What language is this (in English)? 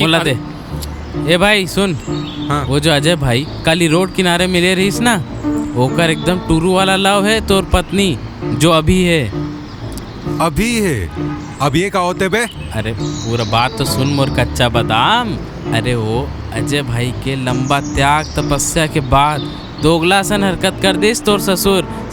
Chhattisgarhi